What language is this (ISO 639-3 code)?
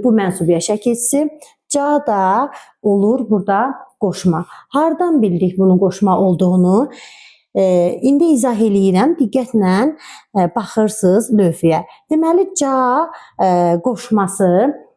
aze